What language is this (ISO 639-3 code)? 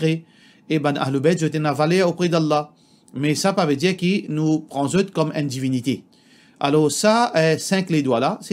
mfe